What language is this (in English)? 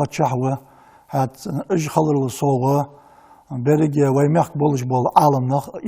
Ingush